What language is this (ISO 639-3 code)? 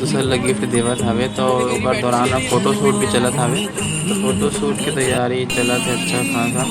hne